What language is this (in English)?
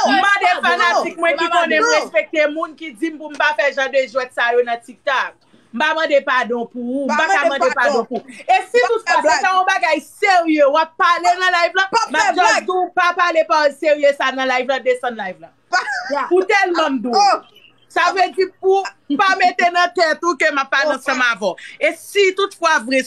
Haitian Creole